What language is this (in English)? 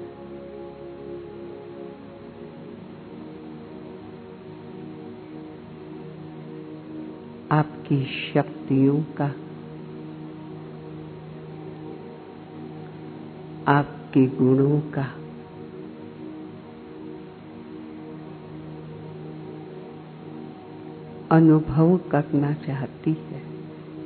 Hindi